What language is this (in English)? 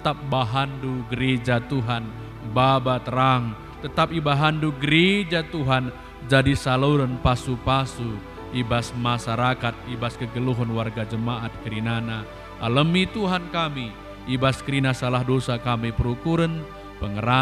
Batak Karo